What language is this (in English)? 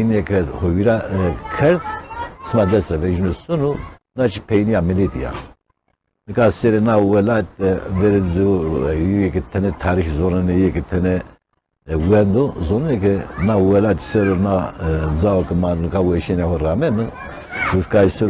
Zaza